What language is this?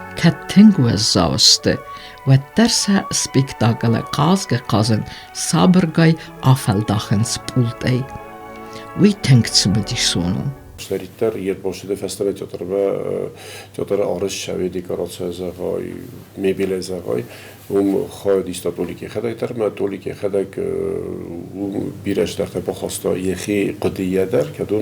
Ossetic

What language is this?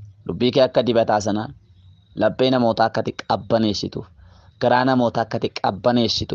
Oromo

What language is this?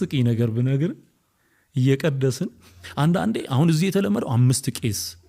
Amharic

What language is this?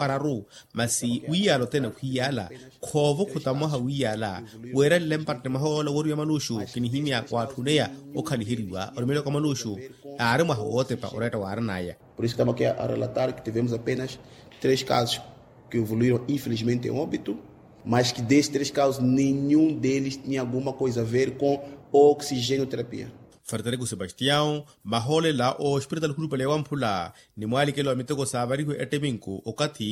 Makhuwa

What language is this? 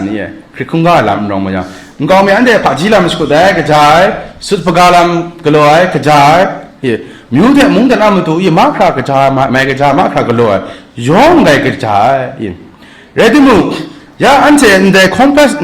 Kachin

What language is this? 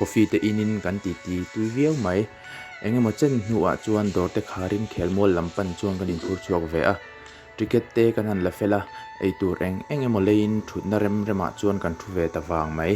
Mizo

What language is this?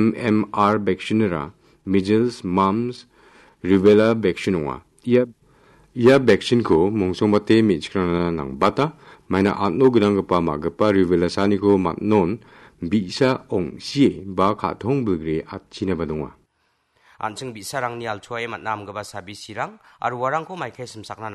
Garo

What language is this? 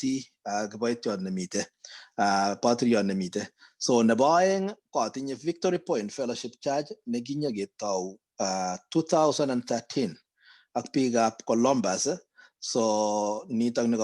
Kalenjin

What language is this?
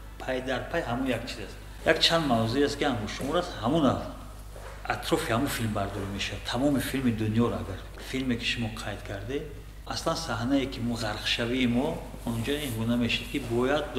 Tajik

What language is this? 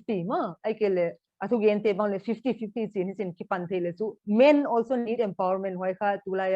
Paite Chin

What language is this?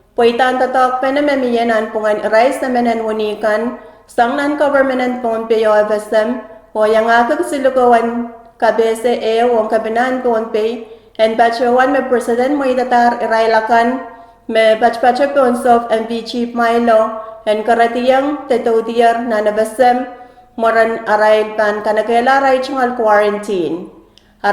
Pohnpeian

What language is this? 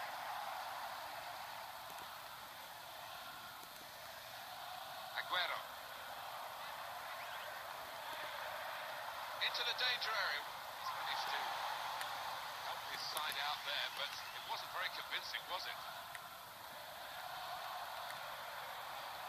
English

